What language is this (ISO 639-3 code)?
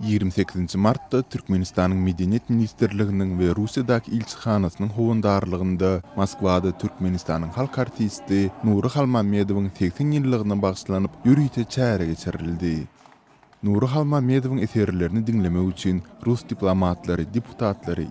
tuk